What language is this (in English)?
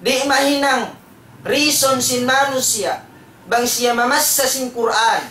Tausug